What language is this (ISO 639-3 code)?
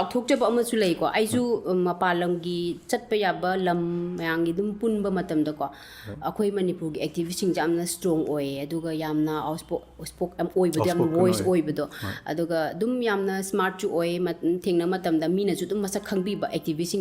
mni